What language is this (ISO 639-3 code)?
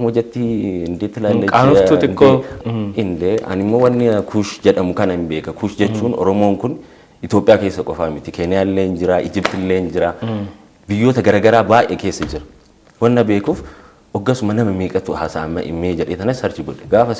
orm